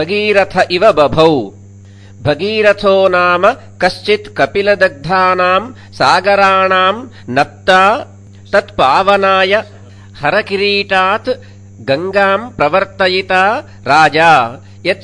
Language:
Sanskrit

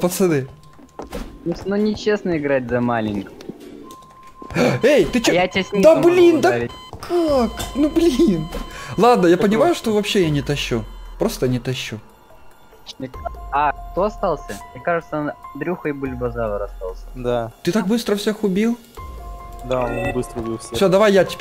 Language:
Russian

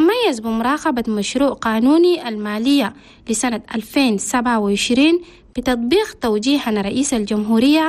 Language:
Arabic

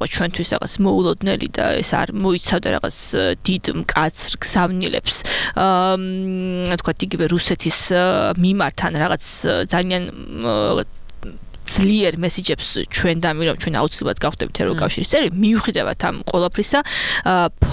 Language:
Georgian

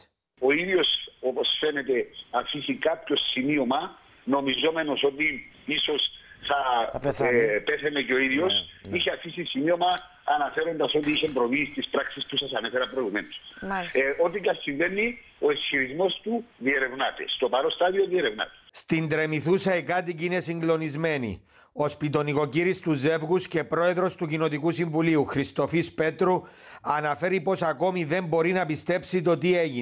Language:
Greek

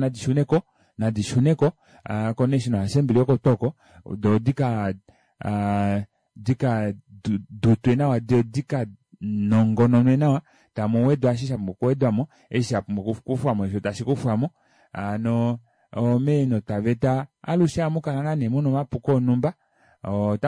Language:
Kuanyama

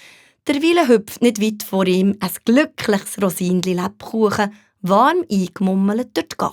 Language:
Swiss German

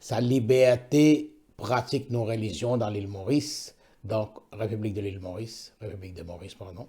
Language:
Morisyen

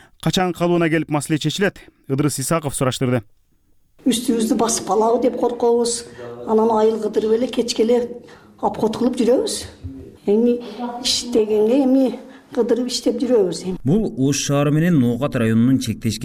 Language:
Kyrgyz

